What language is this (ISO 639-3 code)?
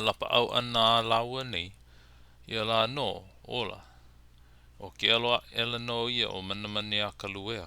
haw